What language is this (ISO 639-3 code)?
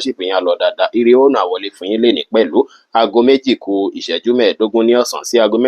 yor